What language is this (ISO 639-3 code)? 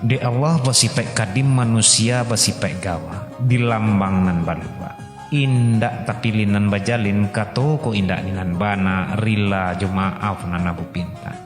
min